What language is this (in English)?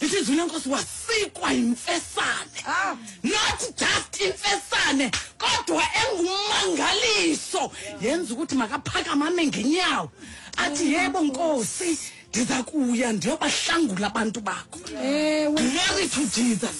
Xhosa